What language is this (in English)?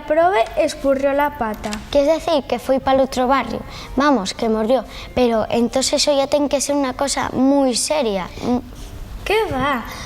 Asturian